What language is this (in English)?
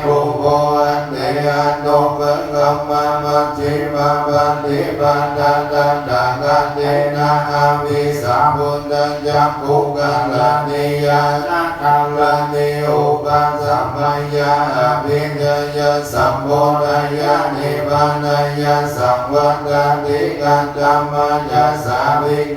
Pali